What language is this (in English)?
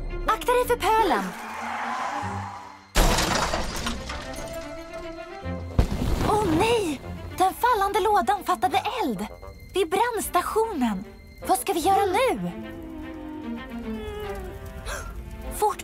Swedish